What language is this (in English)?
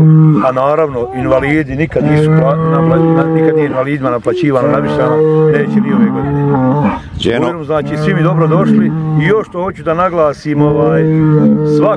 Bosnian